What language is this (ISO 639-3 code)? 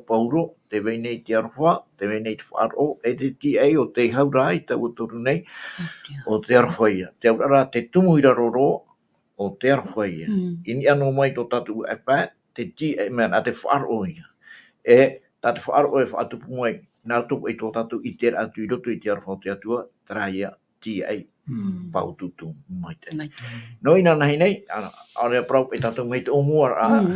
tah